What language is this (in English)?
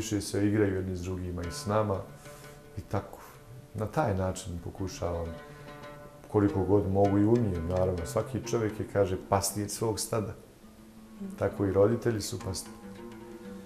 Bosnian